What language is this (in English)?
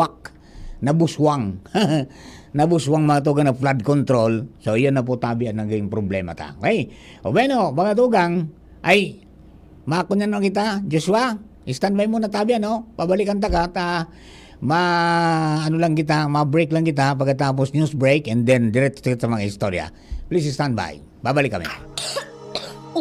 Bikol